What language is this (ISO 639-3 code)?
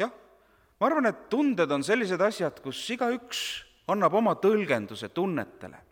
est